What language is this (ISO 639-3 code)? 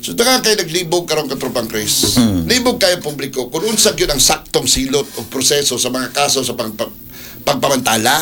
ceb